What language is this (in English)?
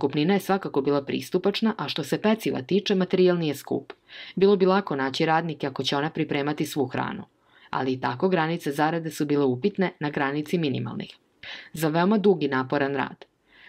Serbian